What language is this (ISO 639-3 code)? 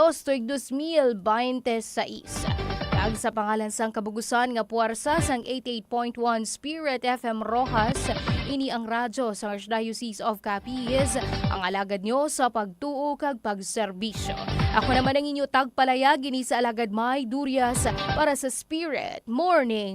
hil